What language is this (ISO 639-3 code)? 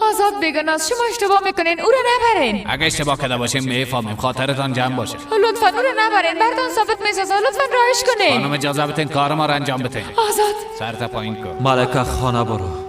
fas